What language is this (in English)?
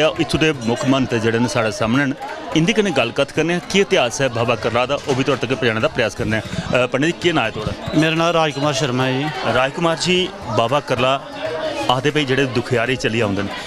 Dogri